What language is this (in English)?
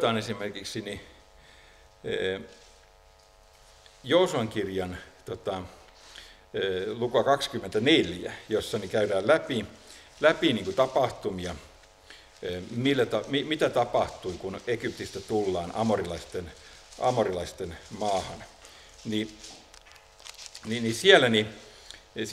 Finnish